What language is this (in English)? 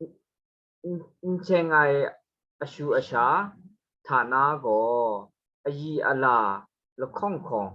Kachin